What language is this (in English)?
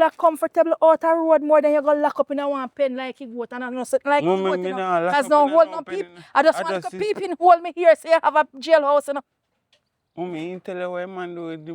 Jamaican Creole English